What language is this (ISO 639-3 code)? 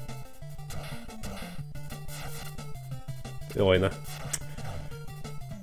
hun